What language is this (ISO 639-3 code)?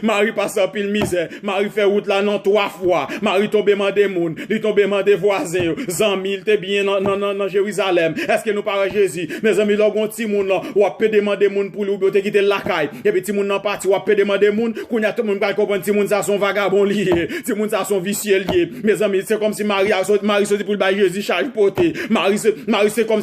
hat